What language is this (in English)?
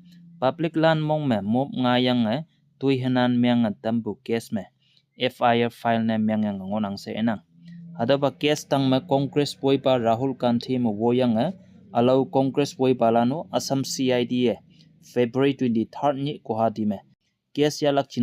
Konyak Naga